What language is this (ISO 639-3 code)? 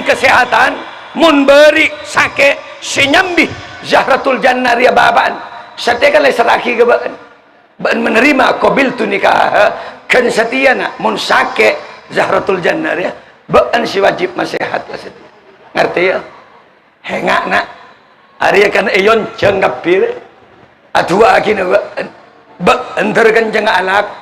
mad